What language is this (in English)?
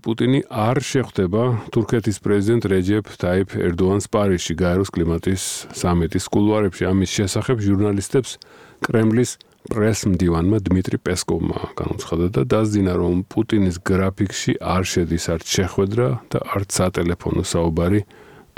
Georgian